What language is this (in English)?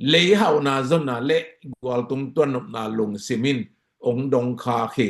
Tedim Chin